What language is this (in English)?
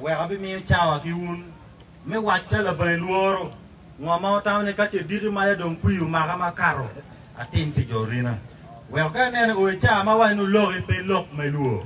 Acoli